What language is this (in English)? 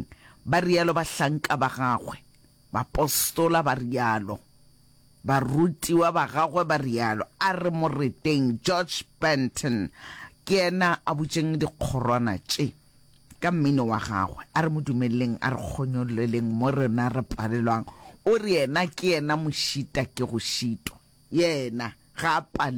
Northern Sotho